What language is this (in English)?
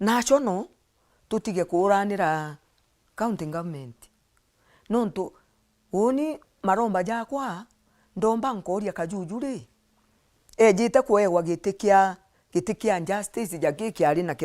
Meru